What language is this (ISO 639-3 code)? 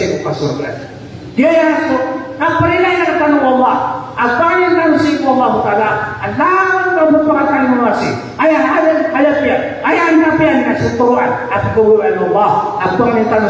mrw